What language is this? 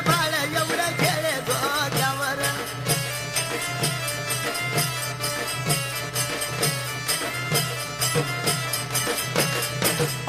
Marathi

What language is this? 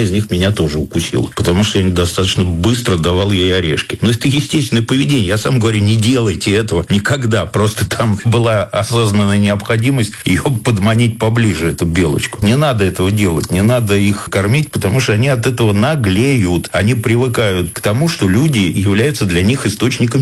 Russian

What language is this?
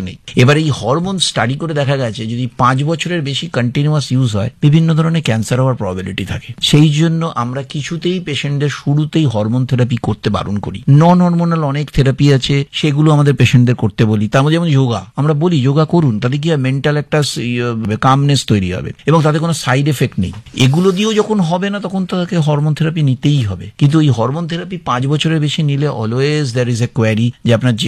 Bangla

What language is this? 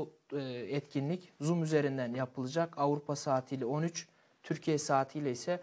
Turkish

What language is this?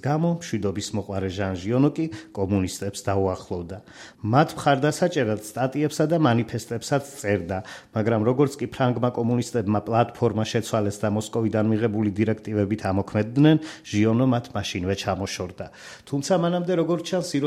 Georgian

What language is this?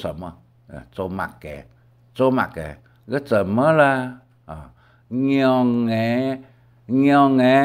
Hakka Chinese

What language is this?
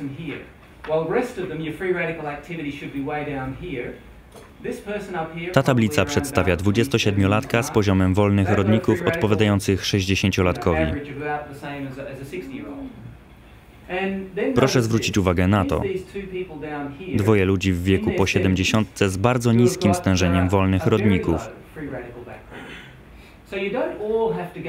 Polish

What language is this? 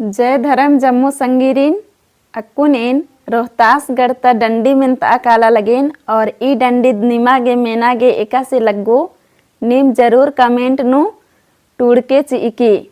Kurukh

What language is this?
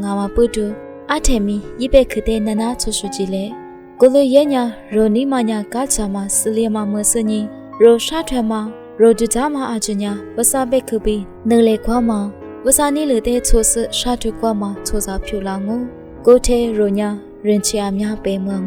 Lisu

